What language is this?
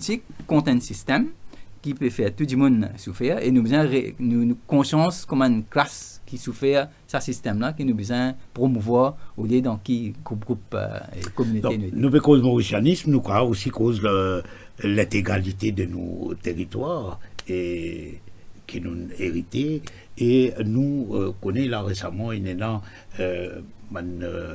Morisyen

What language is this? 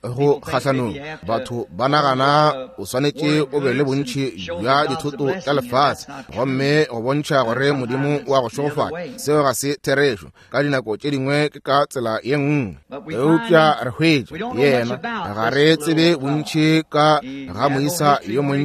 Northern Sotho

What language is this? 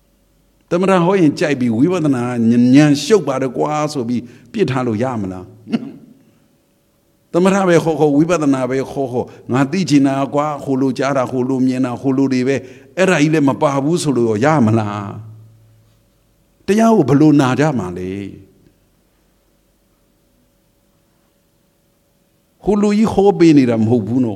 Burmese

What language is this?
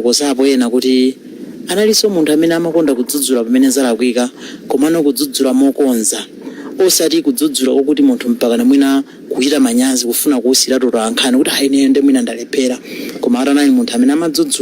Nyanja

